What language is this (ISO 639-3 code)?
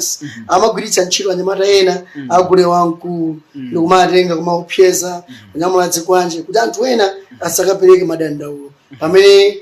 nya